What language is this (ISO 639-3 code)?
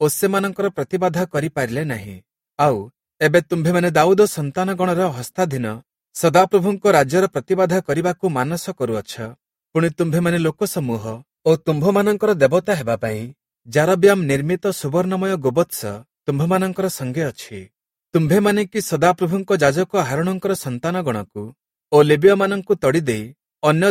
ori